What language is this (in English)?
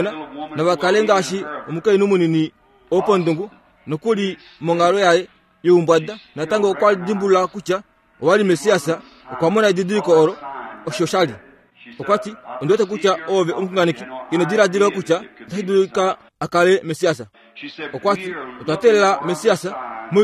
Kuanyama